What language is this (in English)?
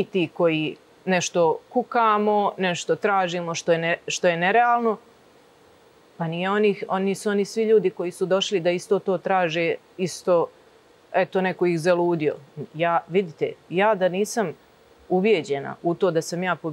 Serbian